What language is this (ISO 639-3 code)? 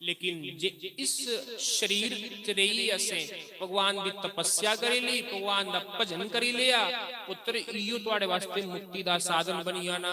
doi